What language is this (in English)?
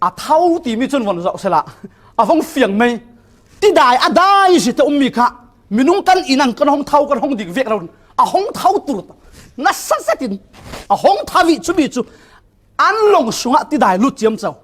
Falam Chin